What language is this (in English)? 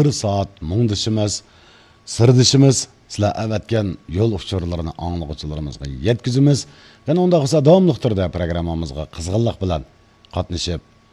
Uyghur